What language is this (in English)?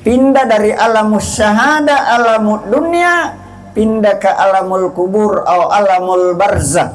Buginese